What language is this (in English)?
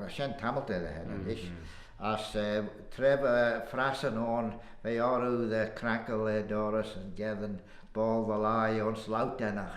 Manx